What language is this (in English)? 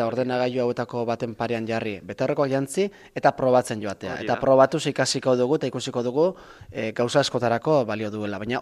Basque